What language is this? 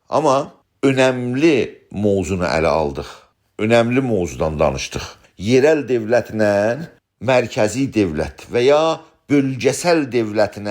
South Azerbaijani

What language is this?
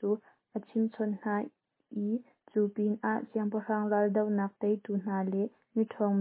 Hakha Chin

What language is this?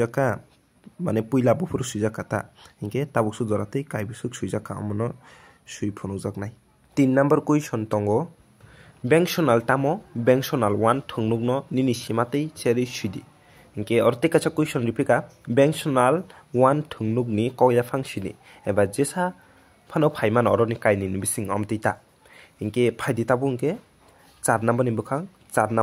Kok Borok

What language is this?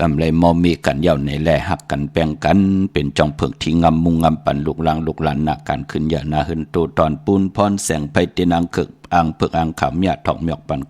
Shan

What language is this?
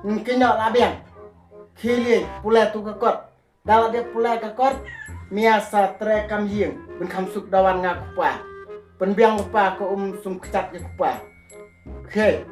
Khasi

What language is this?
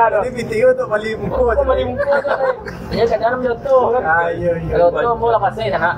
Minangkabau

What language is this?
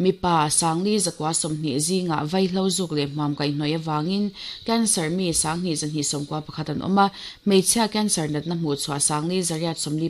Mizo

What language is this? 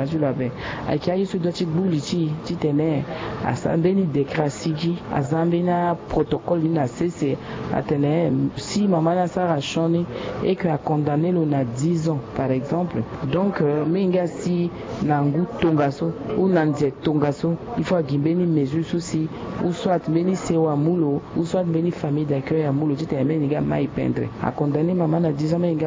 Sango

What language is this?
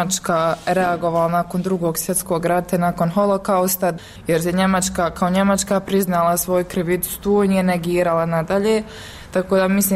Bosnian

